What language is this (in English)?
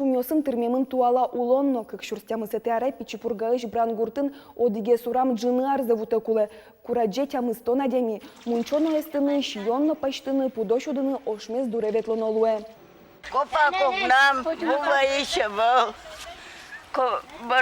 Udmurt